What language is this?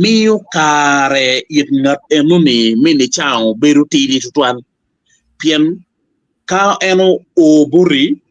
Acoli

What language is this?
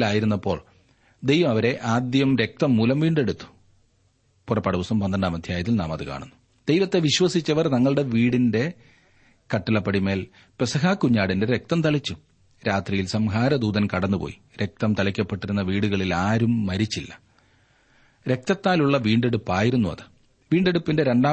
Malayalam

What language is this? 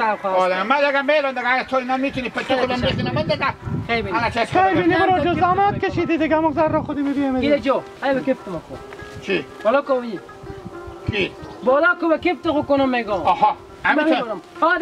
Hazaragi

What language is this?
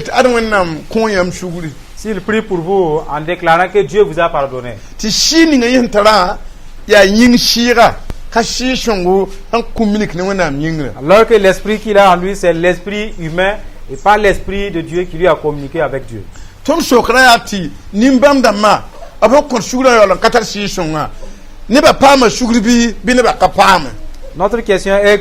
Mossi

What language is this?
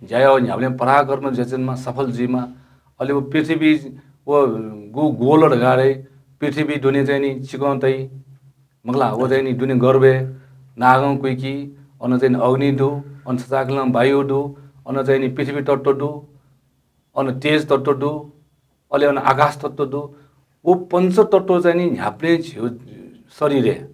Newari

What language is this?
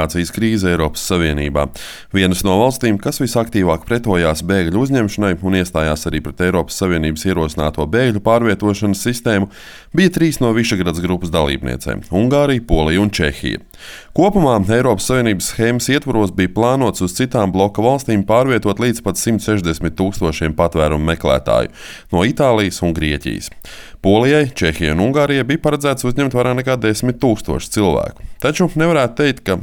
Latvian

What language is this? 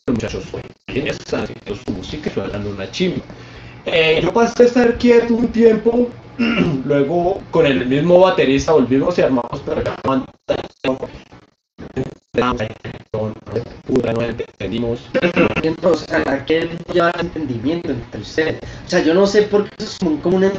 Spanish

